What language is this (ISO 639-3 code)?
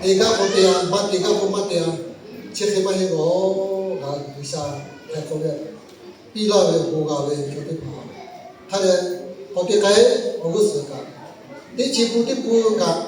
lhu